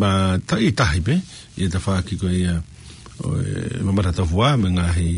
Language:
Tongan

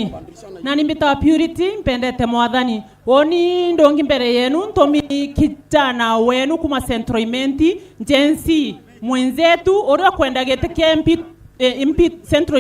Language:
Meru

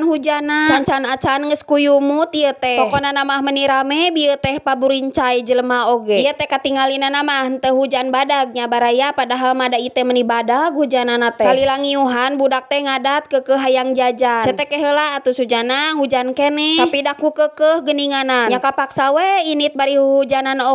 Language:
Sundanese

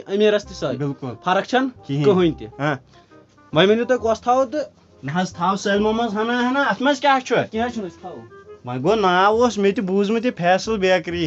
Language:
Kashmiri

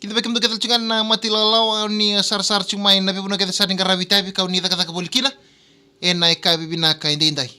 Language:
Fijian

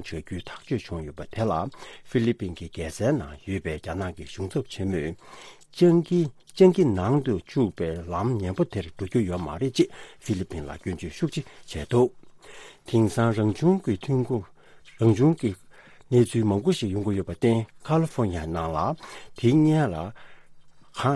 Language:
Tibetan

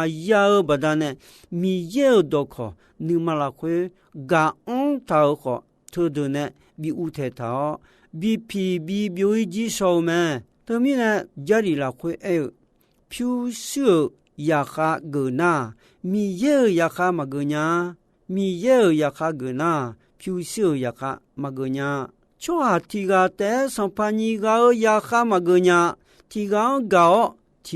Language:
Akha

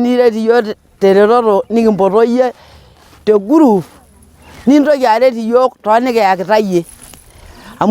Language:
Masai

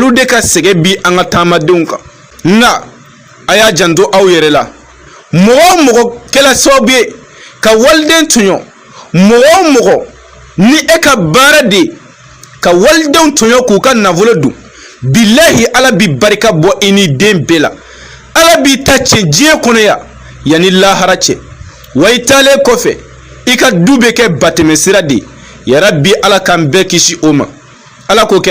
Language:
Bambara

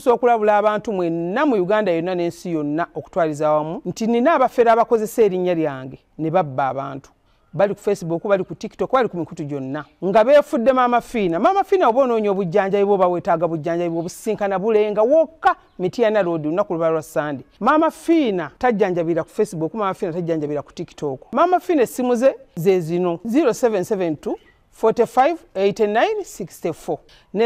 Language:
Ganda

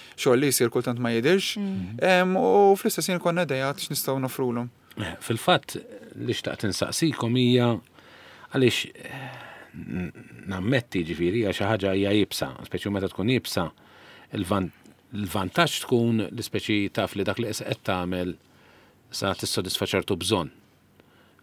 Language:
Maltese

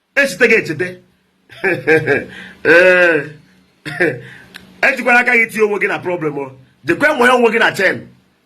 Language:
Igbo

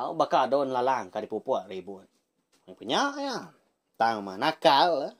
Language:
Iban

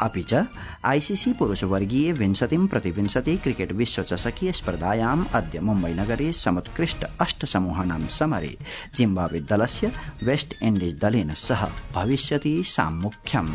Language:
Sanskrit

